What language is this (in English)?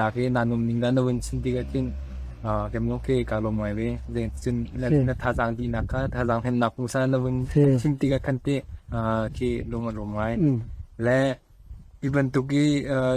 Hakha Chin